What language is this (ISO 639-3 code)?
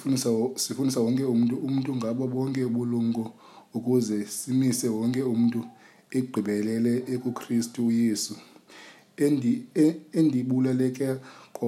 xho